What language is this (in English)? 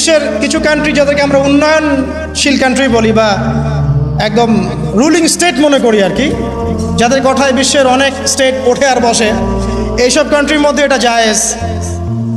Bangla